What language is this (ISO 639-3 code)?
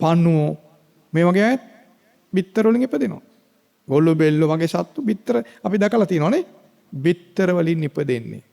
sin